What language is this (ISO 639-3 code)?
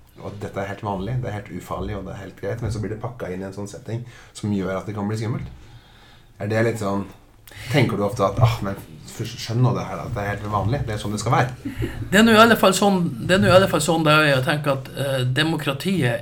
nor